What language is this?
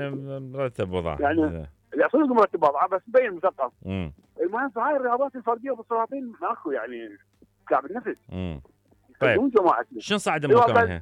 Mesopotamian Arabic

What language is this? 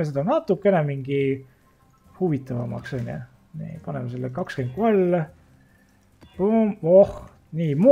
Estonian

